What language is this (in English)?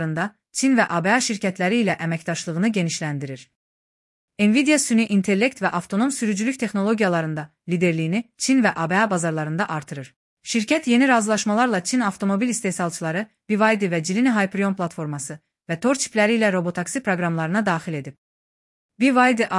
Azerbaijani